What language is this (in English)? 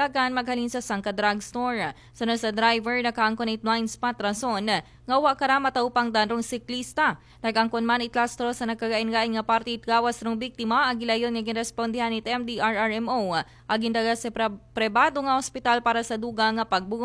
Aklanon